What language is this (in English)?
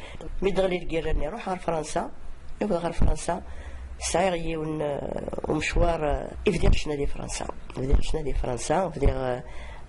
Kabyle